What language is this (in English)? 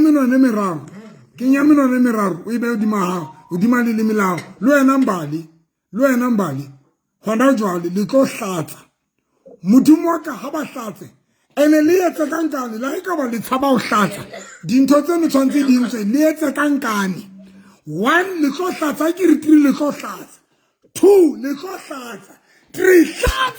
Southern Sotho